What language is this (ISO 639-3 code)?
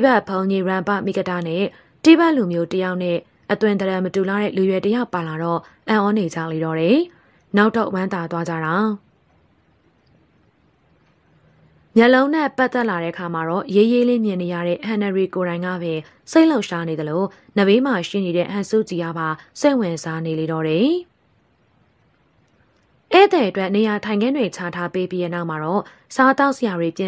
mya